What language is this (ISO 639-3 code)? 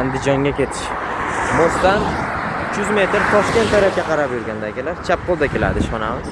uzb